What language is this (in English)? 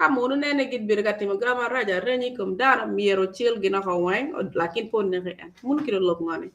Acoli